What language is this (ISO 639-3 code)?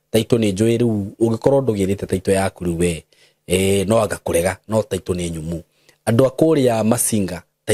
kik